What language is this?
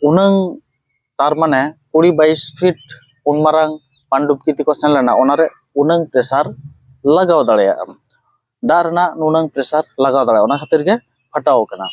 Santali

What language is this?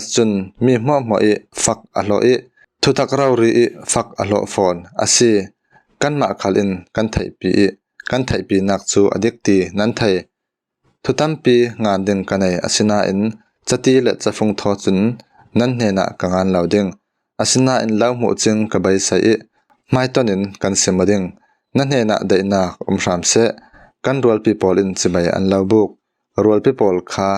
Falam Chin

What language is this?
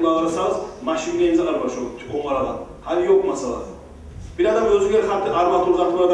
Kumyk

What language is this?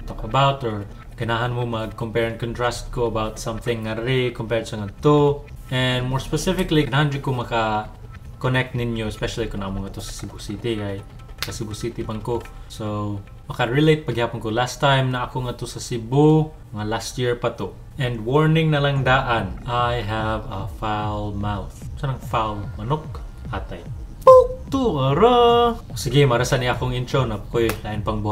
Cebuano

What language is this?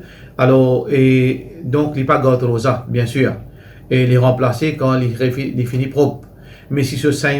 Morisyen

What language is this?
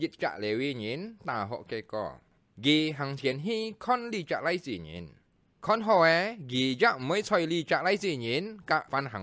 Hakka Chinese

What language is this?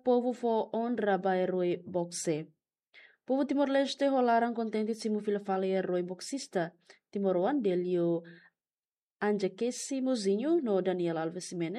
Tetum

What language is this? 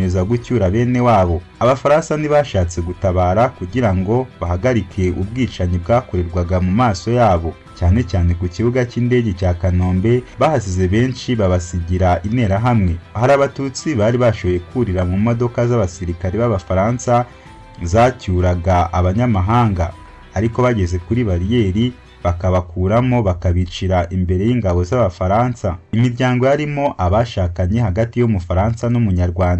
Kinyarwanda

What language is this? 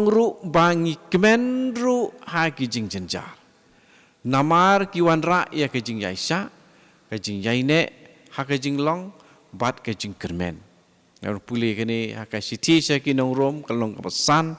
Khasi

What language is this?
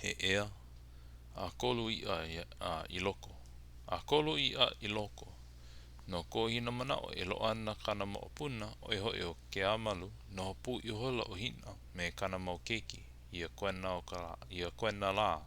Hawaiian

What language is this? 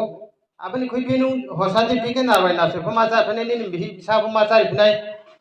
Riang (India)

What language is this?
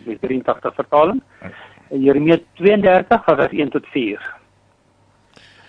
Afrikaans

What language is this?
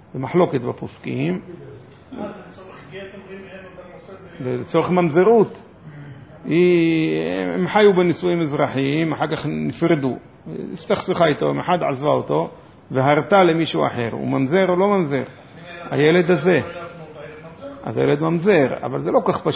Hebrew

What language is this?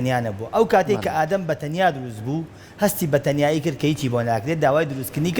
Central Kurdish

